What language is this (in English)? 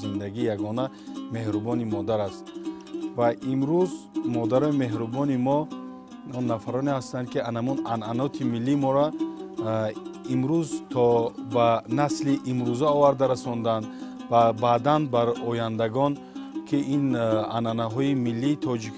Tajik